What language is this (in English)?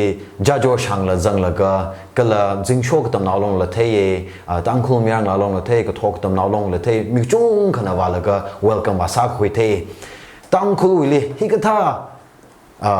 Tangkhul Naga (India)